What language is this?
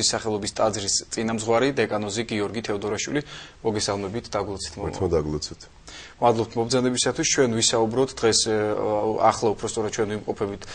Georgian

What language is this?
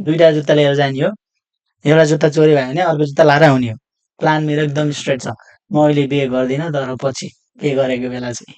Nepali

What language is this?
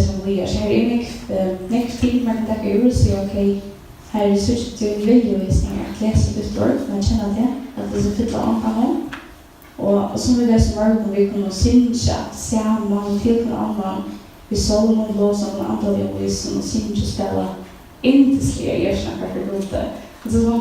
Faroese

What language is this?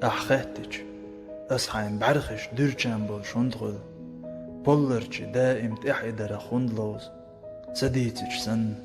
Chechen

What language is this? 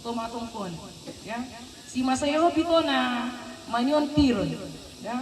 Toraja-Sa'dan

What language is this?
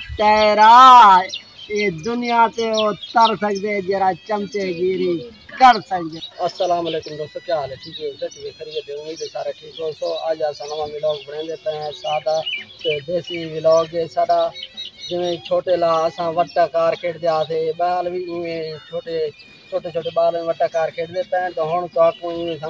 Saraiki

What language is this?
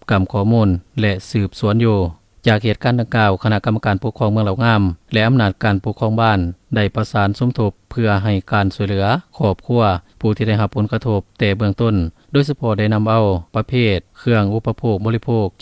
Lao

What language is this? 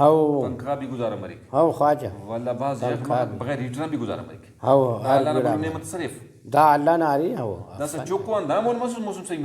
Brahui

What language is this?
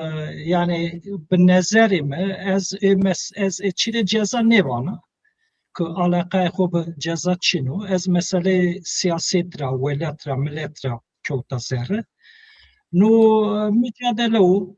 Zaza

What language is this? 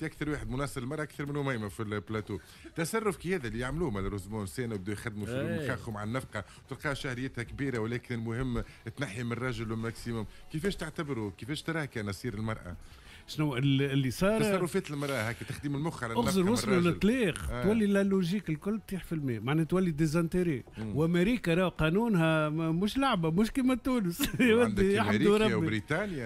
Tunisian Arabic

